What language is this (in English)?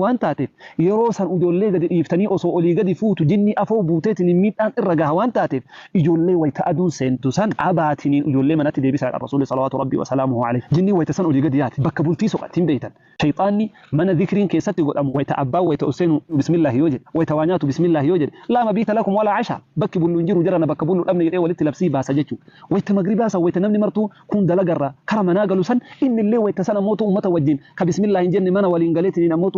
Oromo